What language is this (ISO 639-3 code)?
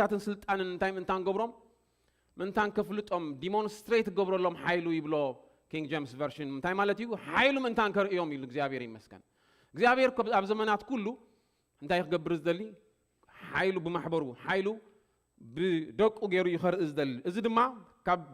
tir